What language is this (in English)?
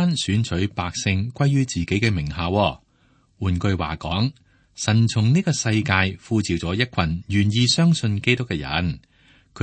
Cantonese